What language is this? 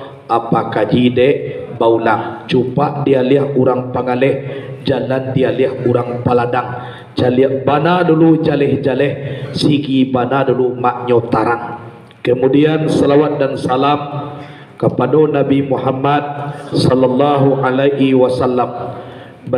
Minangkabau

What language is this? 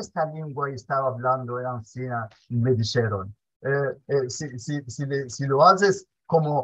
Ladino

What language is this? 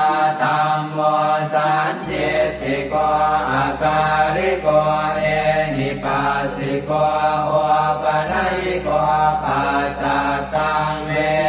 Pali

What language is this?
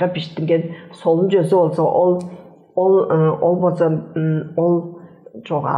Tuvinian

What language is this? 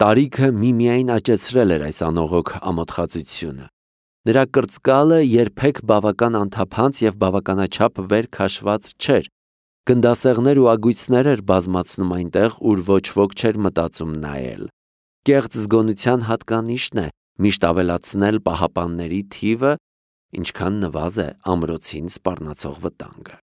Armenian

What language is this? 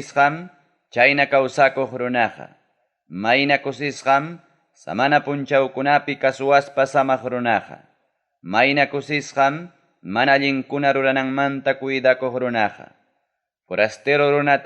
Ayacucho Quechua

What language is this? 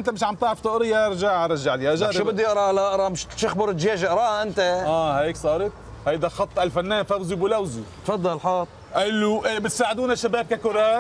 North Levantine Arabic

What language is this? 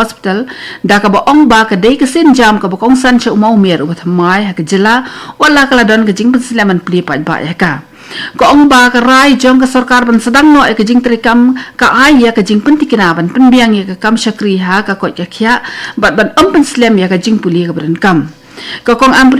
Khasi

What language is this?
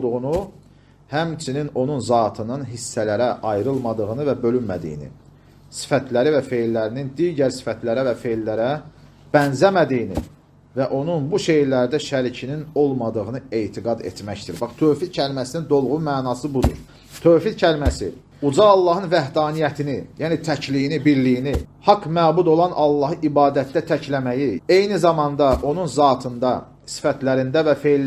Azerbaijani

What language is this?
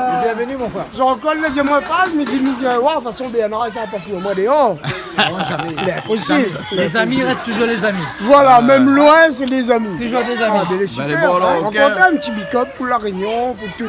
Réunion Creole French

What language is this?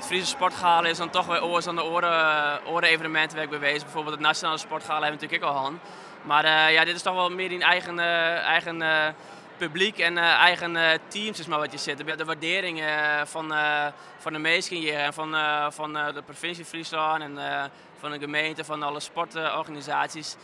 Western Frisian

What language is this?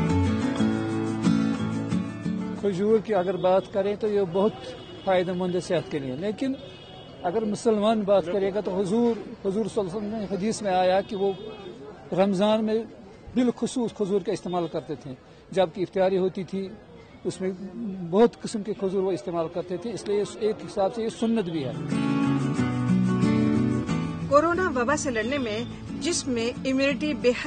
Urdu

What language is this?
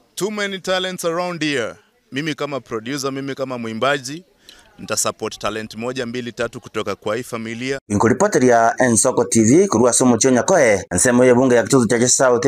Gusii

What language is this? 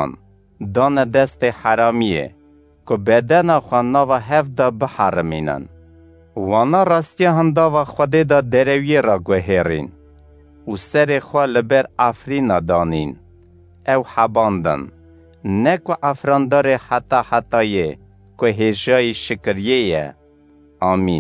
Kurdish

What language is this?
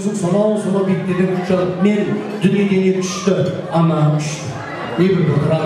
Kara-Kalpak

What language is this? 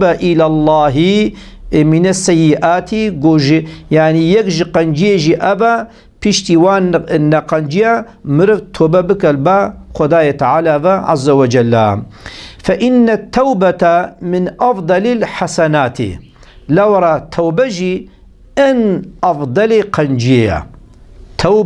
Kurdish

